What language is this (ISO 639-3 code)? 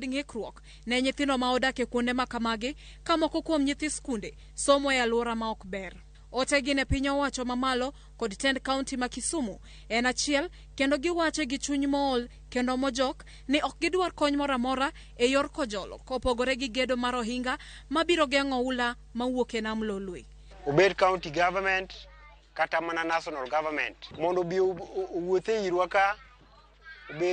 luo